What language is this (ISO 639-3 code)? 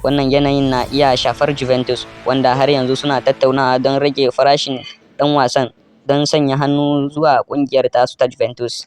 hau